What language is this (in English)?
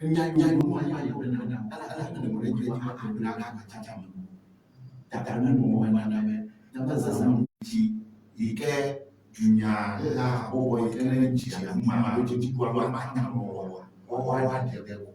Ewe